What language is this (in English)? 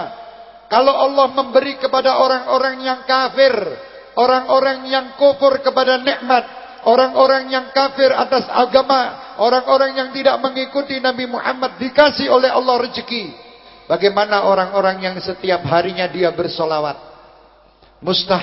Indonesian